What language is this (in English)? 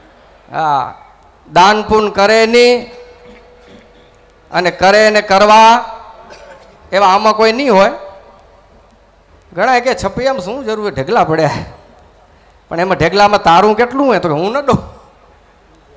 Gujarati